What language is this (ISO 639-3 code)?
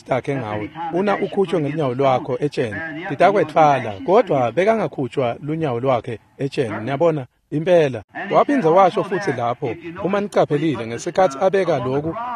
ssw